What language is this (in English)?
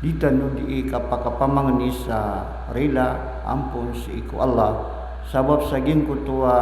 Maranao